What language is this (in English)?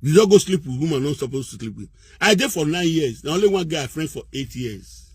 Nigerian Pidgin